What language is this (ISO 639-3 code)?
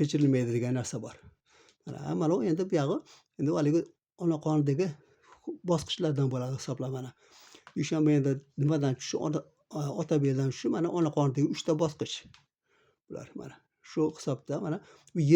uzb